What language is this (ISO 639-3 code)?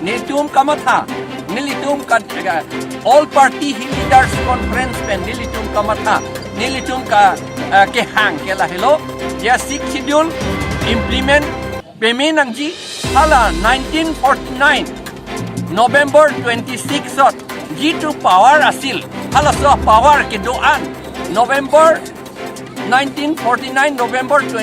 mjw